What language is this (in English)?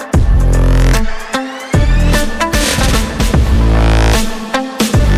Malayalam